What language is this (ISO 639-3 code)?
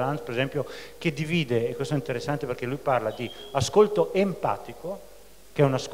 ita